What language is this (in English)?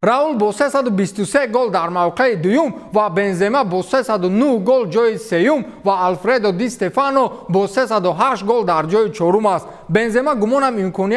Tajik